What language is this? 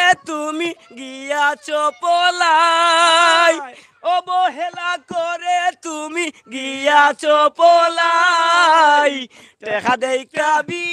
Sylheti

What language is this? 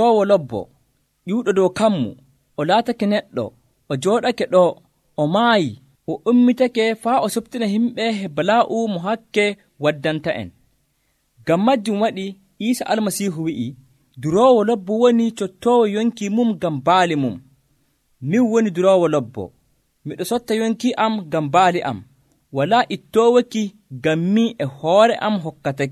Nigerian Fulfulde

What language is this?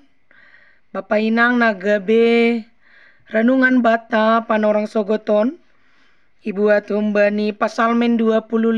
Batak Simalungun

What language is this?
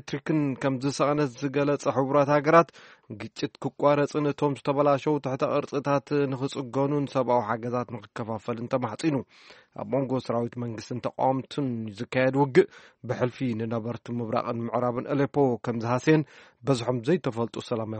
Tigrinya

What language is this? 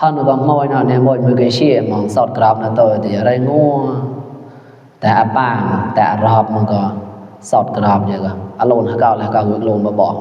Mon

